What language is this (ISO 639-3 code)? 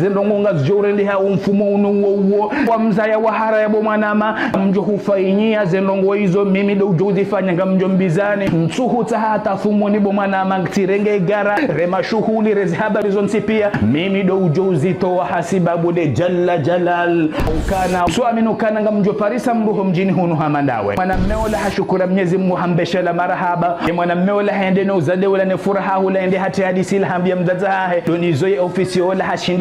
zdj